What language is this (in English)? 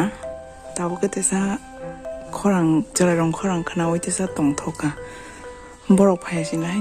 Kok Borok